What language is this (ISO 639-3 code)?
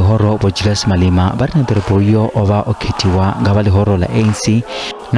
ven